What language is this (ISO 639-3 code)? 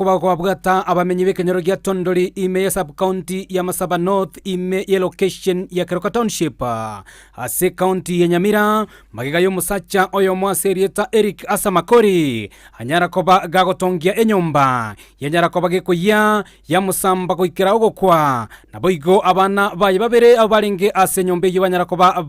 guz